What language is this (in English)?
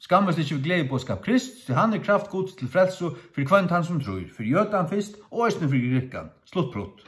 Faroese